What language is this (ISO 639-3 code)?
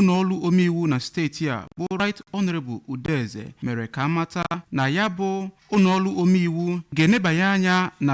ibo